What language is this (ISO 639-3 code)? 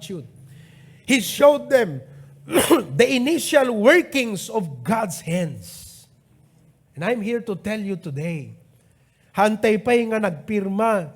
ilo